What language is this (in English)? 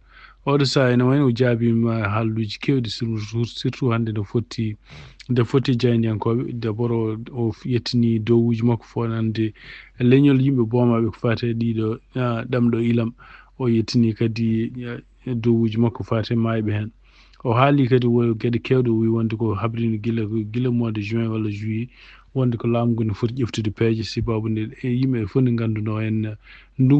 Fula